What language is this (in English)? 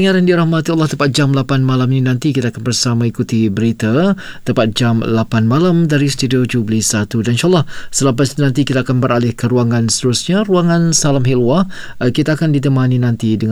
Malay